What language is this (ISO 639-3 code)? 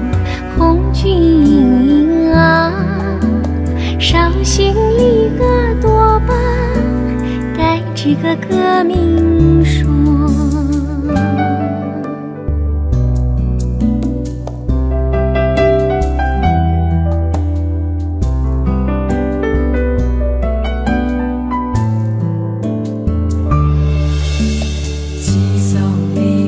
zho